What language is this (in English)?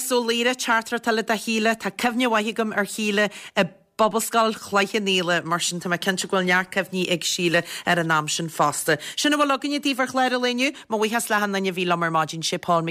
Irish